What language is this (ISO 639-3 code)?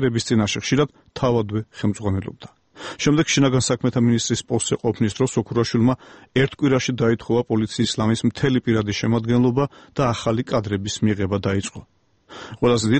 kat